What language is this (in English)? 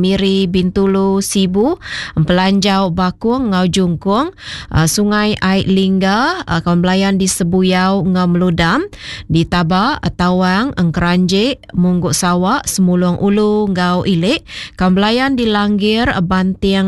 Iban